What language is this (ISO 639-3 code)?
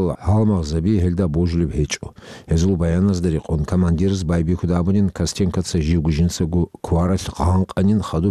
ava